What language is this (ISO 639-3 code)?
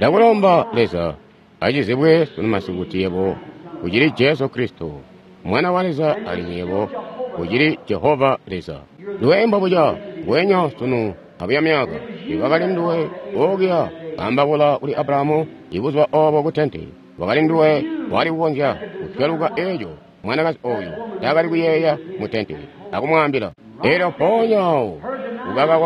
toi